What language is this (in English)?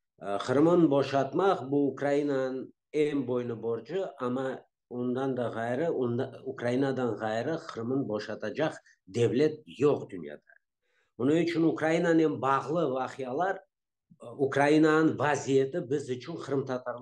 Crimean Tatar